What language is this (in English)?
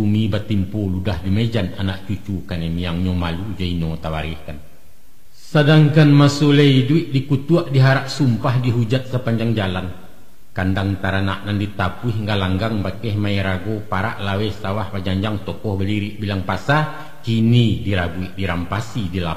Minangkabau